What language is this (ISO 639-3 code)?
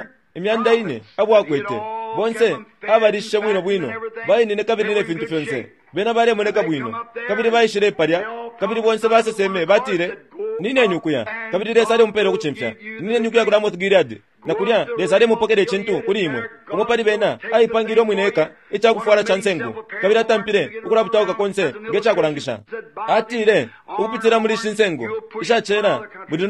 bem